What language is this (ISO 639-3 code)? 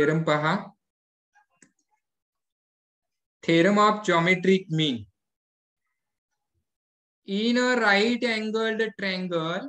mar